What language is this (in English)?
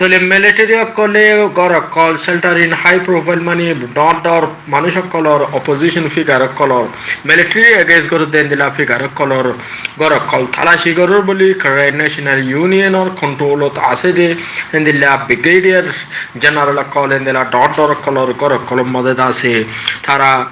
Rohingya